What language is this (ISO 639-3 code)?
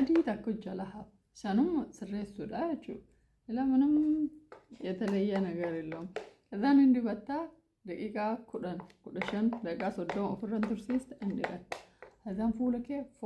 orm